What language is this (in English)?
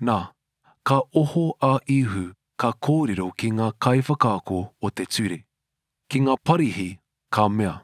Māori